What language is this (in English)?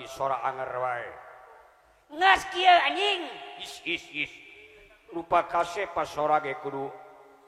Sundanese